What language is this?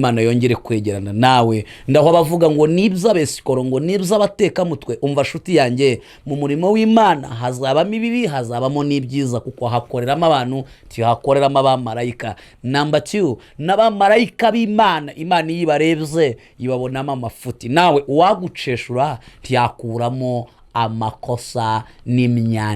Kinyarwanda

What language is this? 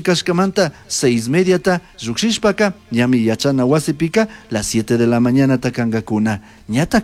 Chimborazo Highland Quichua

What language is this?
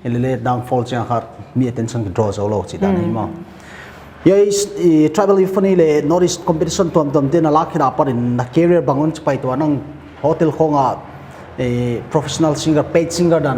Paite Chin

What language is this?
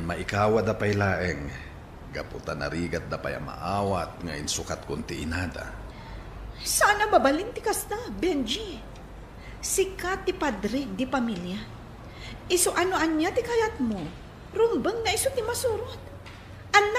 Iloko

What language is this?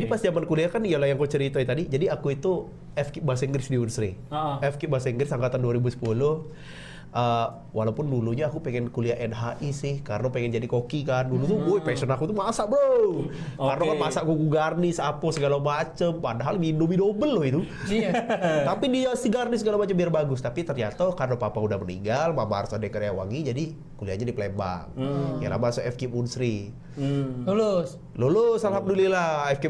Musi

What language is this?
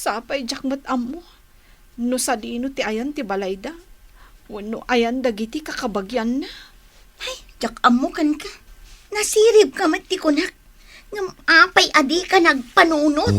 Iloko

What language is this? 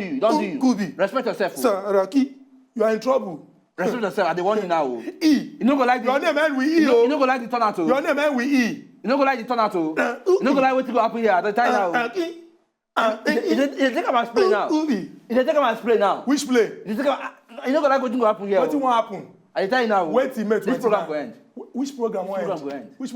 Nigerian Pidgin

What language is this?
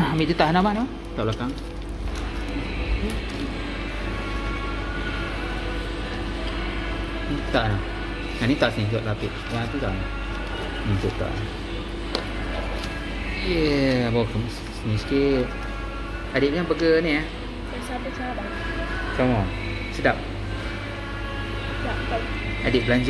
Malay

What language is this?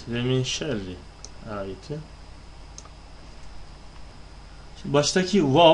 Turkish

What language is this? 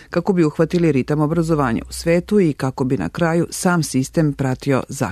Serbian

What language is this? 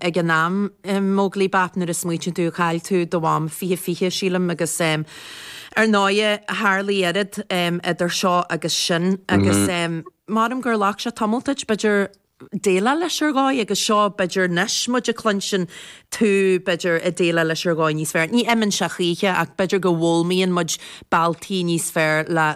Irish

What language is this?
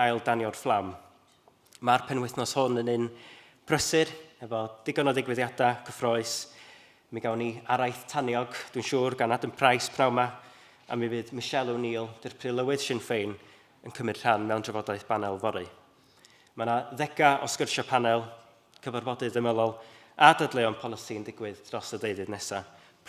Welsh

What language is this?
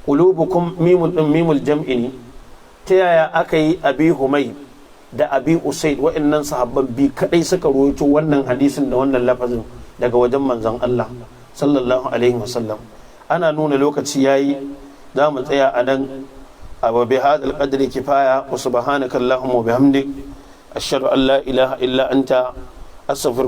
Hausa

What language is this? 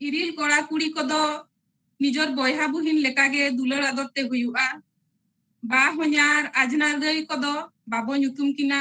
Santali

